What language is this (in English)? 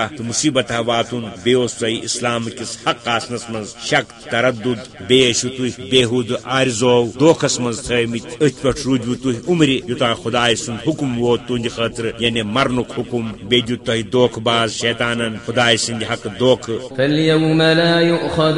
Kashmiri